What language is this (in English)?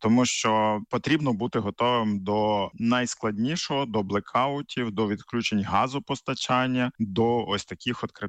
Ukrainian